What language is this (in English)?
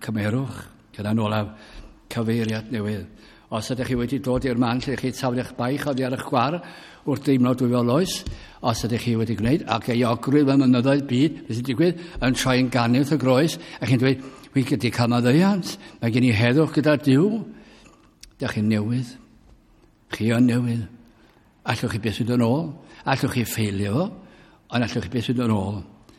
Welsh